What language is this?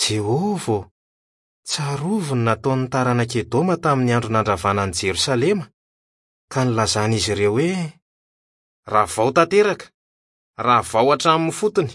Malagasy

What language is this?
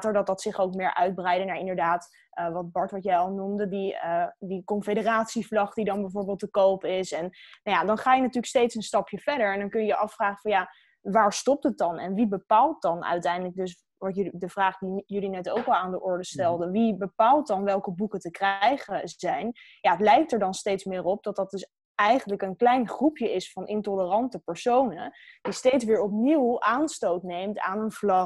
Dutch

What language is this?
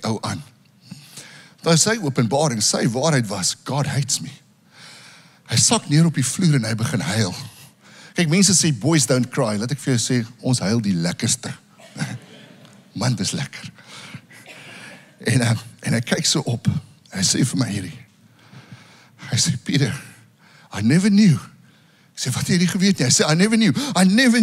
Afrikaans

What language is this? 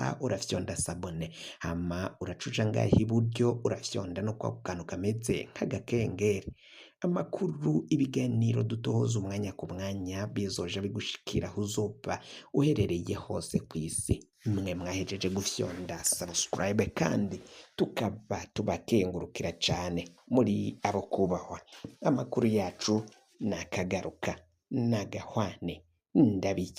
Rundi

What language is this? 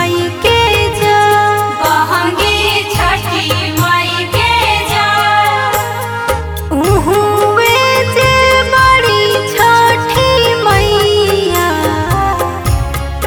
Bhojpuri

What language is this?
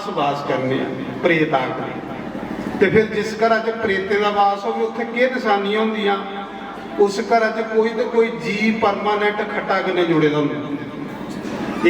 Dogri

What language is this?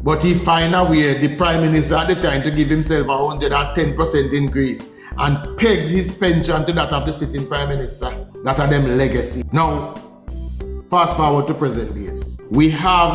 Jamaican Creole English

